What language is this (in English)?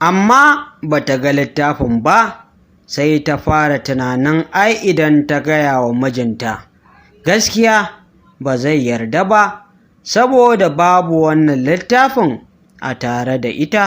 Hausa